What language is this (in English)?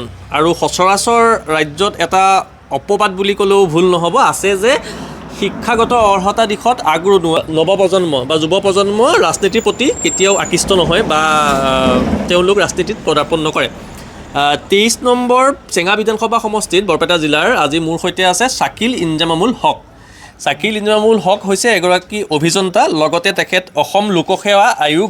Assamese